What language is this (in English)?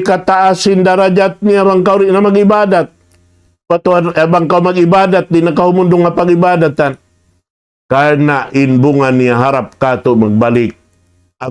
Tausug